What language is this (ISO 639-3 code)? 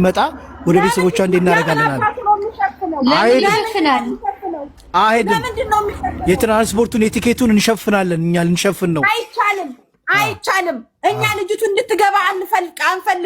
amh